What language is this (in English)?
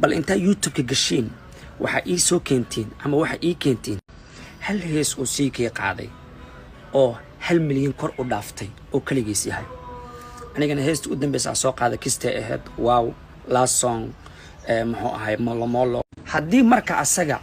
Somali